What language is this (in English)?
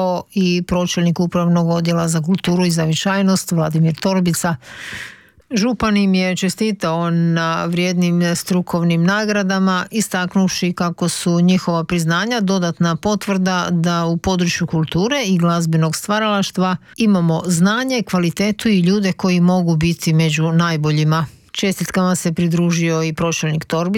Croatian